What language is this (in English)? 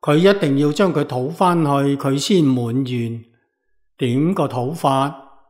Cantonese